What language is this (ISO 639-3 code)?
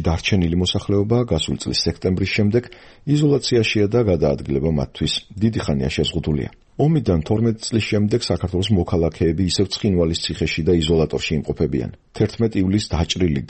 kat